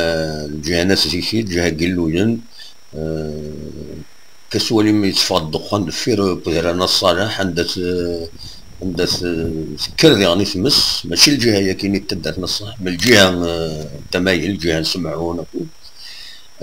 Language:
Kabyle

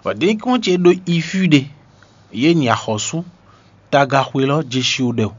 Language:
Fon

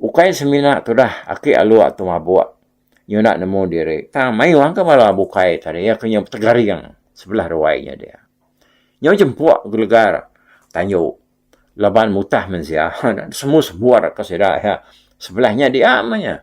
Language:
Iban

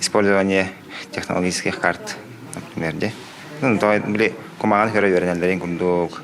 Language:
Yakut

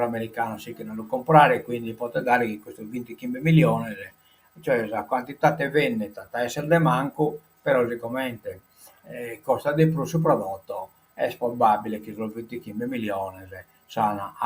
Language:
Sardinian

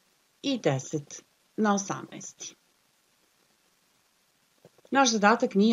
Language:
Serbian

